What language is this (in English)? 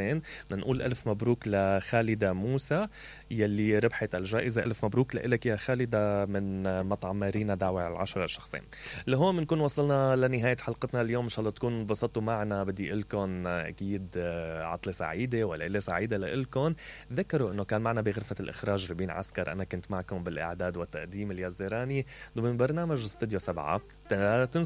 Mesopotamian Arabic